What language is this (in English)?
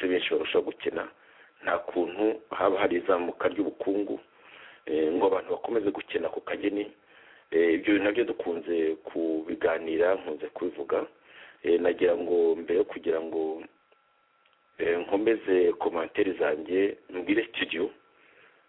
Kinyarwanda